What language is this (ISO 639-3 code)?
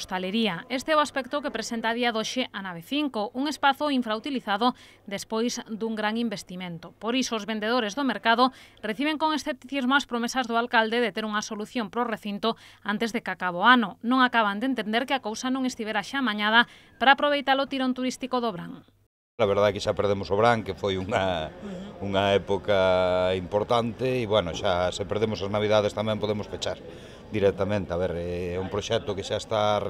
glg